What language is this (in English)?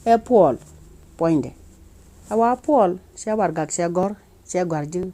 Nuer